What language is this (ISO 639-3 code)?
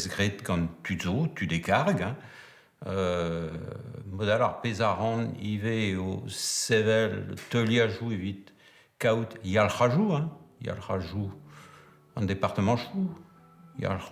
bre